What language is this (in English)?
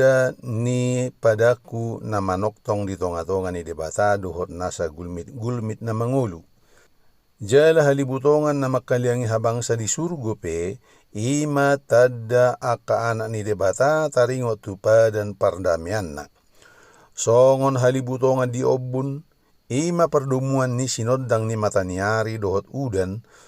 Batak Toba